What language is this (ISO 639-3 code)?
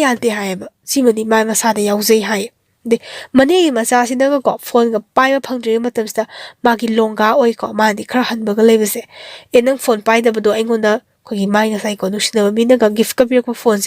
mni